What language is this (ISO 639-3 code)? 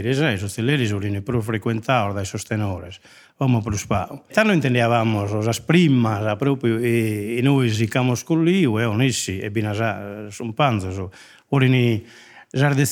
srd